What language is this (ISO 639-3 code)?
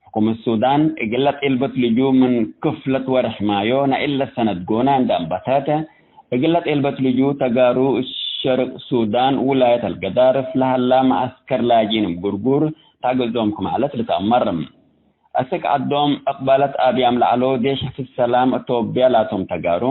tig